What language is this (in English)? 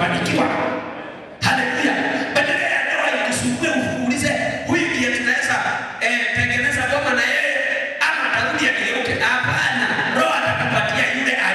Swahili